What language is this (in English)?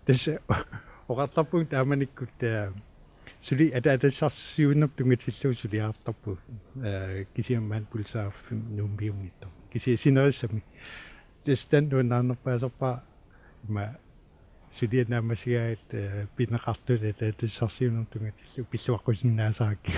Kalaallisut